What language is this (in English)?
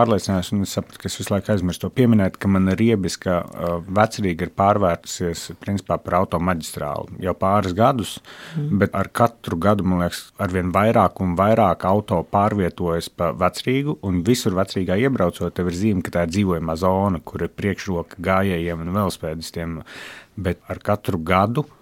Latvian